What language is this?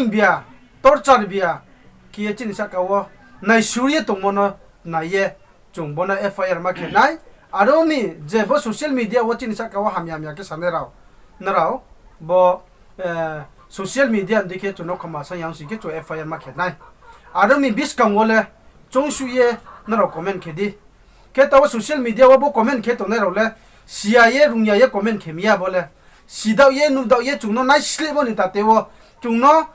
Riang (India)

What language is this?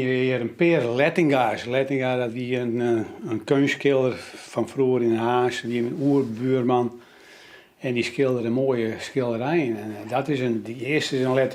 Western Frisian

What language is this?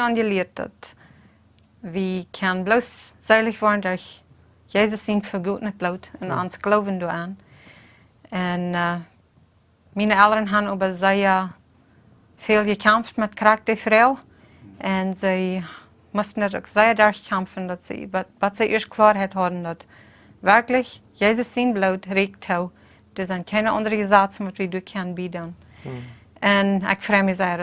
Plautdietsch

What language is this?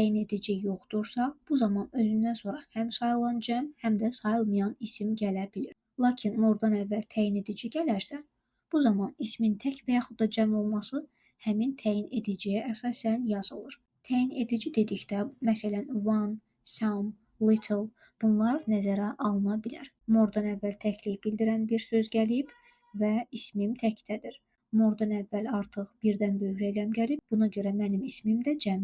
Azerbaijani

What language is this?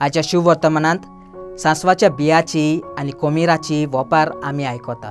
Konkani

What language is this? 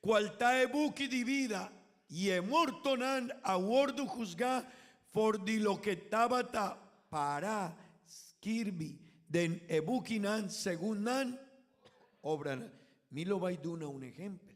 Papiamento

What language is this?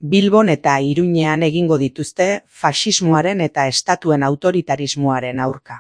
Basque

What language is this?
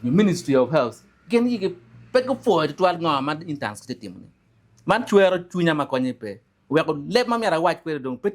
Acoli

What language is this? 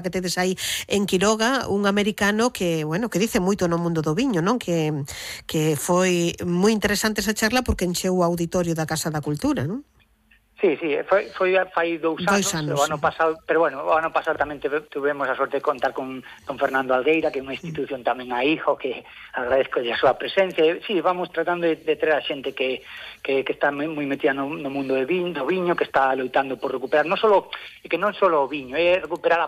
Galician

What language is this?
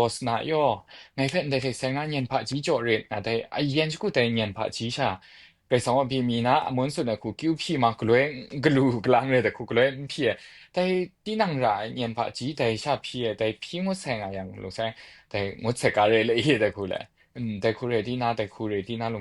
Kachin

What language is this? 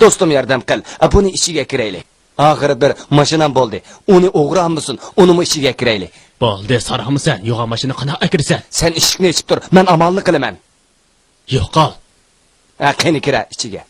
Uyghur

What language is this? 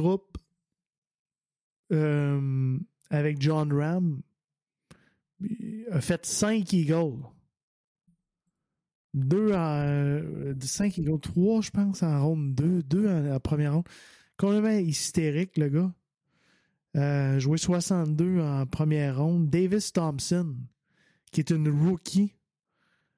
French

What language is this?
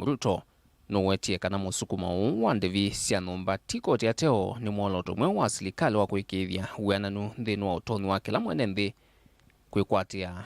Kamba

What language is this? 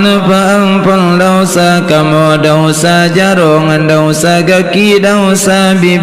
Achinese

